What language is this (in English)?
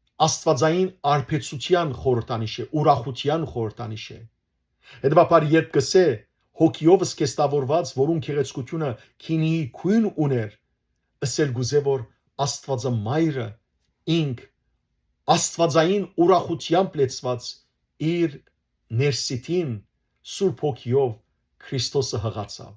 Western Armenian